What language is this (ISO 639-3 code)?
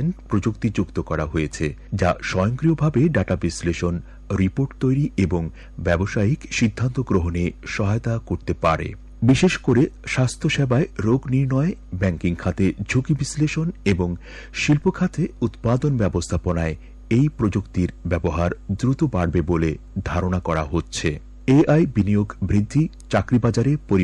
ben